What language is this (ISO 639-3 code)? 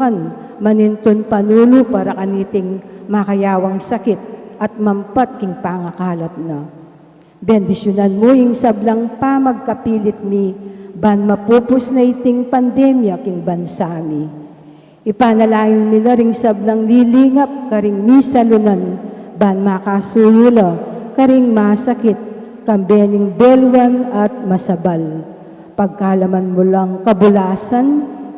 pam